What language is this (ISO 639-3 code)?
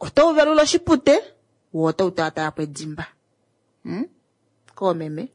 kua